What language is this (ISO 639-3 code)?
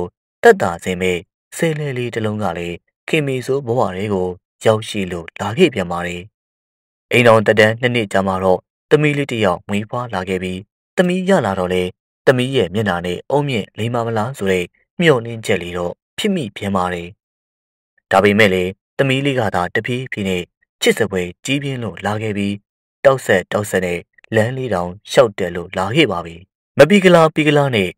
mya